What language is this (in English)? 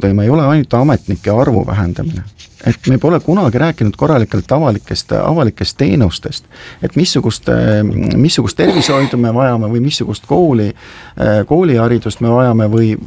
Estonian